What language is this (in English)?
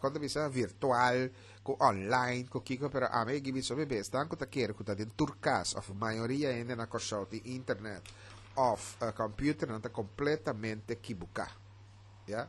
Papiamento